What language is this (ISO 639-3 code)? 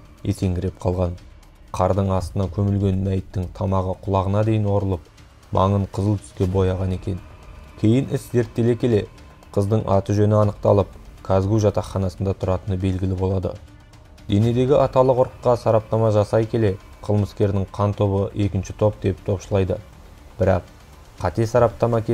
kaz